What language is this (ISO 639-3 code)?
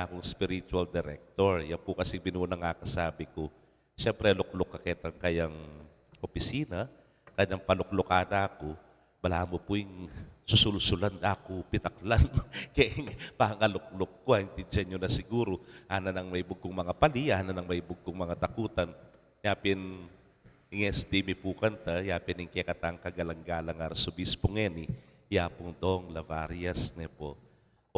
pam